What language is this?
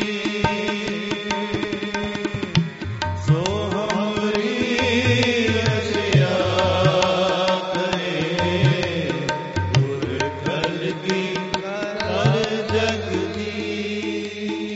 Punjabi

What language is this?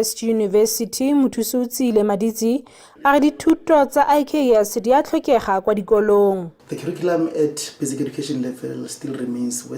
Southern Sotho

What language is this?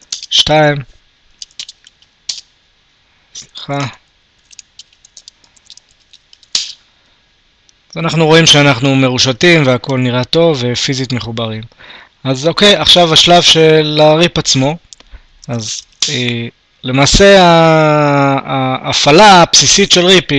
Hebrew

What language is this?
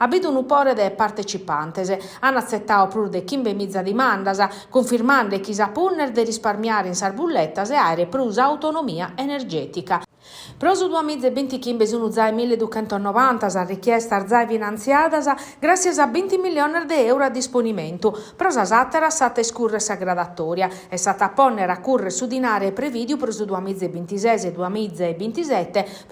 Sardinian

